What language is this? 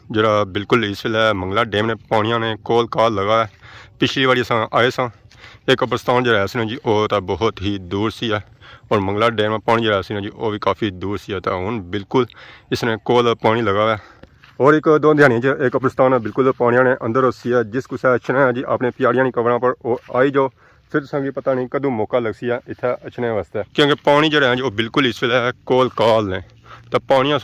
Pahari-Potwari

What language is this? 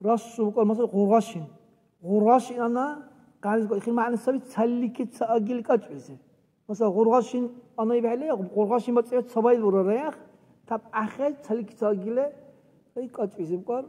Dargwa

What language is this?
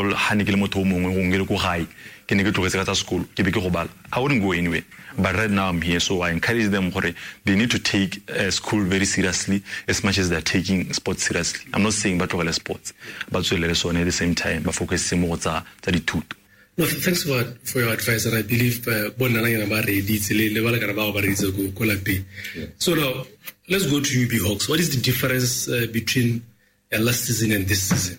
Tswana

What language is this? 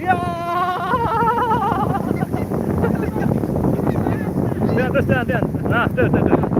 Sasak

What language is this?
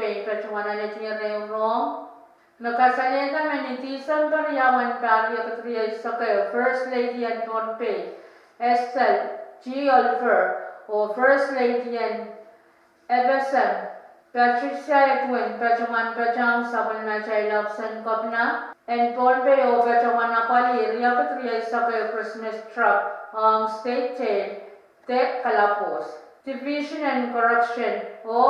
Pohnpeian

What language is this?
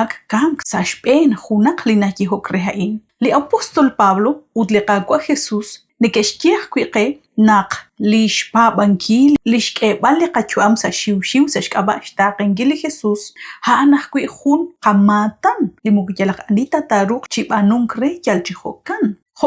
Kekchí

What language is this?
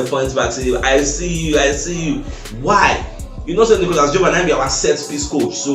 Nigerian Pidgin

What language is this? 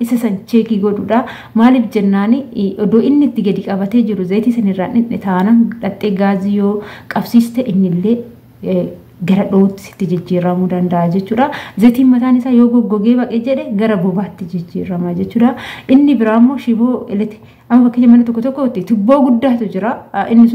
Oromo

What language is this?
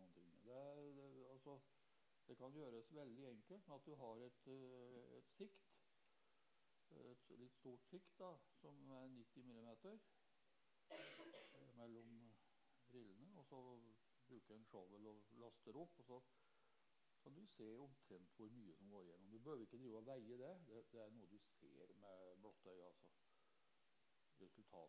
Norwegian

